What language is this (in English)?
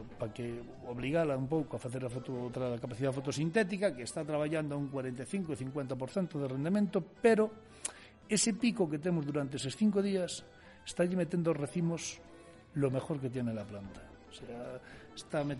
Galician